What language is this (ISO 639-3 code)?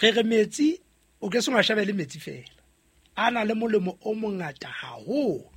sot